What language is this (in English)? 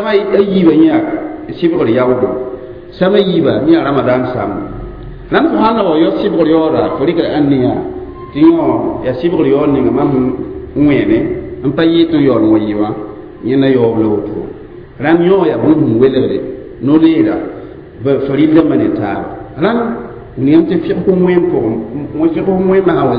Mossi